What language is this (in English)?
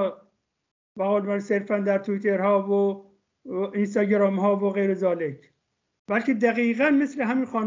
Persian